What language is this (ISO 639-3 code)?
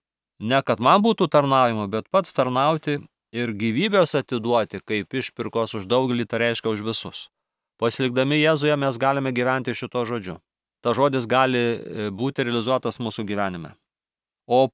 lit